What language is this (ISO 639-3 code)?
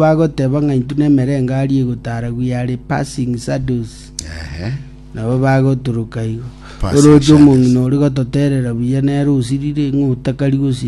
guz